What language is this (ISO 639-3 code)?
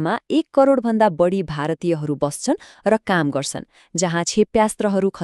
nep